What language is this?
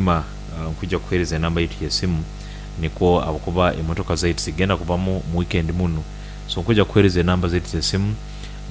Nyoro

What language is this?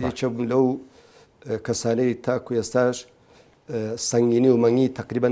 Central Kurdish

